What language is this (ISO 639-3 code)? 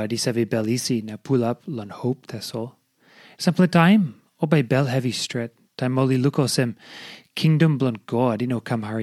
tpi